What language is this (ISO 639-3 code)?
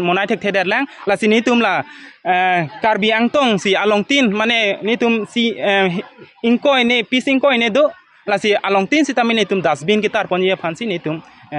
mjw